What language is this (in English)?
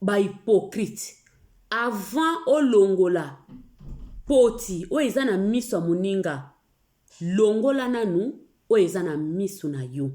Lingala